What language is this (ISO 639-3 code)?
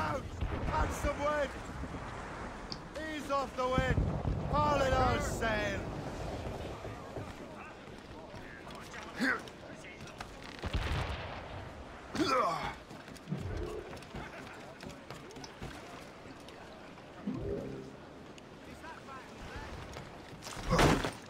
eng